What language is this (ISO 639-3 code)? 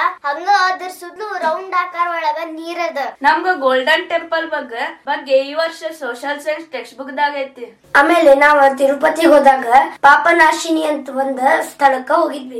kan